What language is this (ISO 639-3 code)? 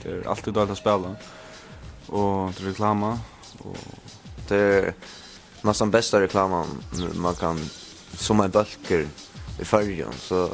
fao